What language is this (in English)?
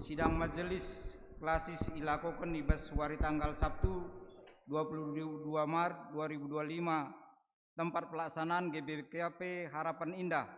Batak Karo